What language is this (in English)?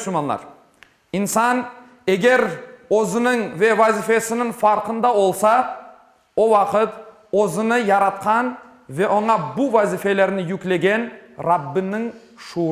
Crimean Tatar